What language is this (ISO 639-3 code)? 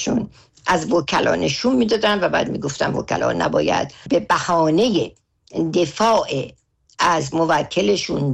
fas